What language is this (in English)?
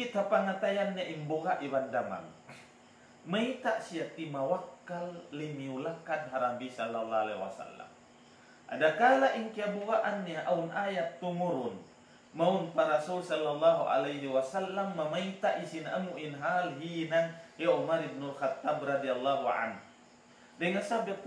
Tausug